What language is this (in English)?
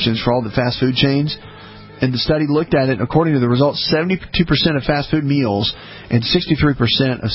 English